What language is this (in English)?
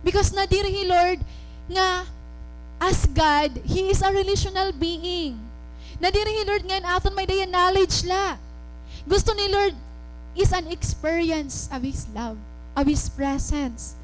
Waray